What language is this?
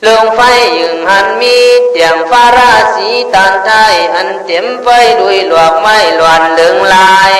Khün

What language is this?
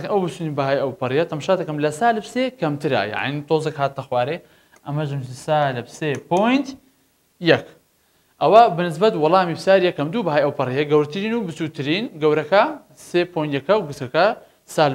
Central Kurdish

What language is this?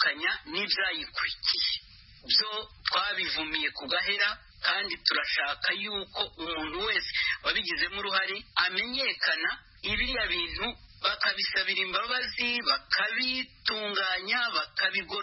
Kinyarwanda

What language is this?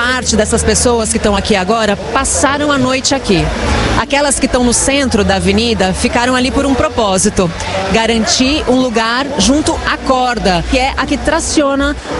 Portuguese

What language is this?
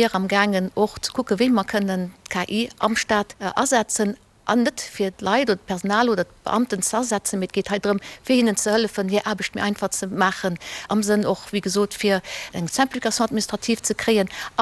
Luxembourgish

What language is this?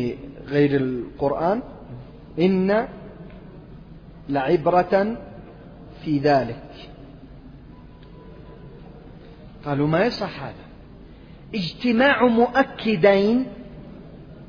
Arabic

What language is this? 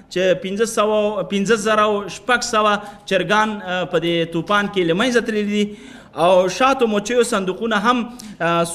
Pashto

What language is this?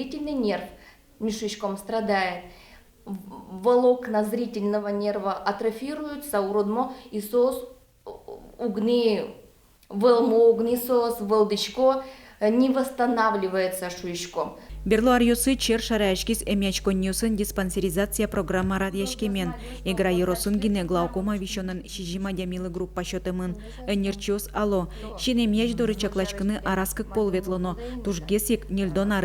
Udmurt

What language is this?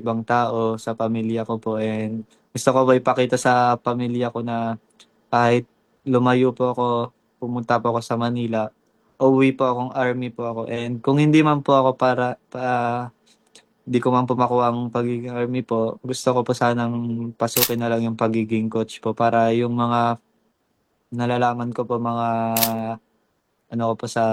Filipino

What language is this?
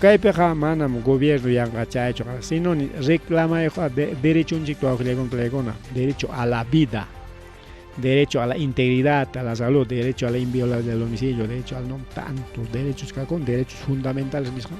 Ayacucho Quechua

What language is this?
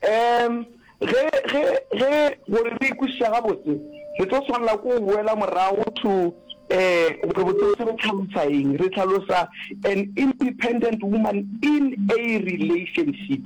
Northern Sotho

